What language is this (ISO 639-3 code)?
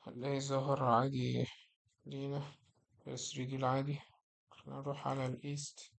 arz